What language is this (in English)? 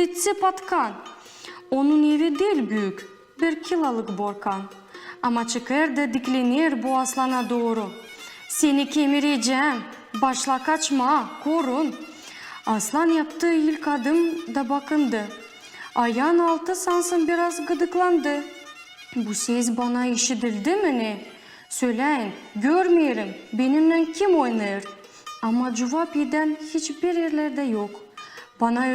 Gagauz